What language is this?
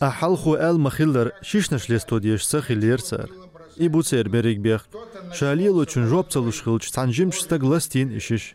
Chechen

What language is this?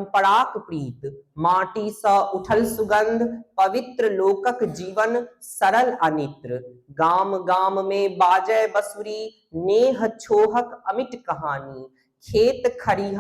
Maithili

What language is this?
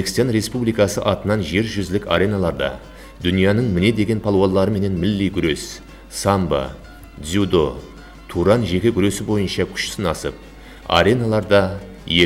Kara-Kalpak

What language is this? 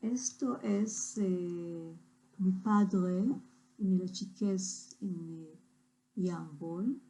Ladino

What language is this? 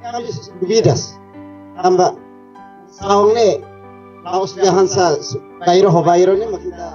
Tetum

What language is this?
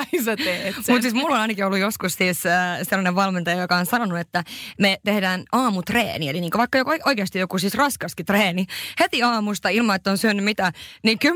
Finnish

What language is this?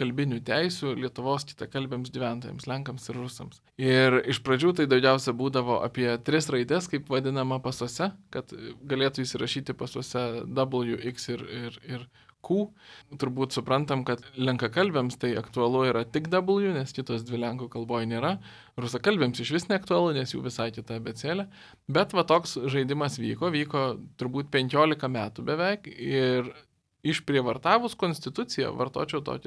Lithuanian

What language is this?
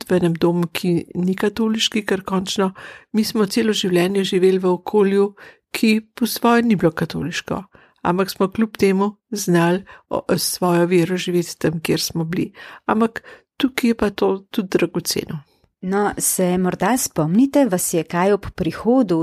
Slovenian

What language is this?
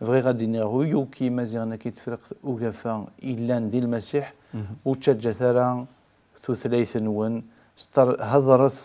Kabyle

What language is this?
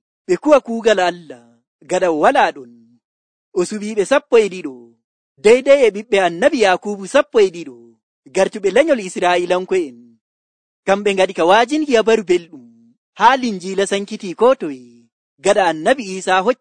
Nigerian Fulfulde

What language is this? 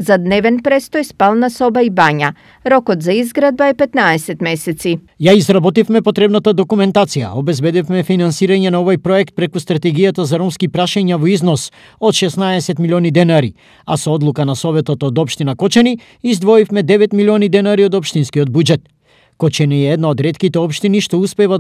Macedonian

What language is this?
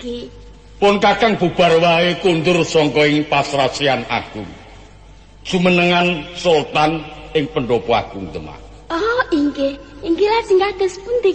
Javanese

